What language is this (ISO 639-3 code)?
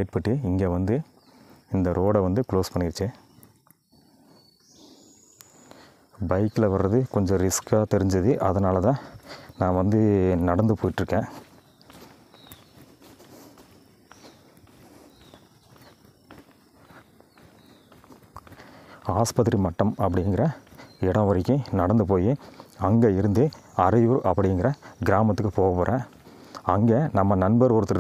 tam